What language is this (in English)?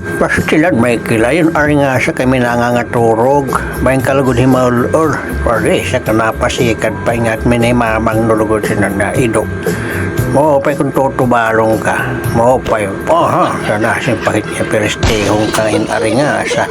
Waray